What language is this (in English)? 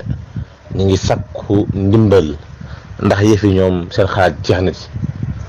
Wolof